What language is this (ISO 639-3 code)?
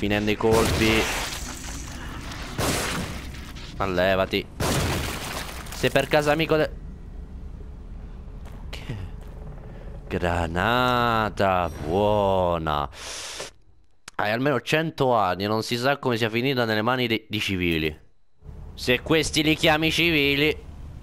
ita